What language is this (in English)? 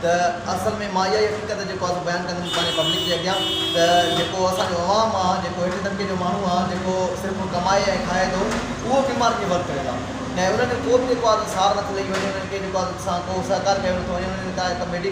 Sindhi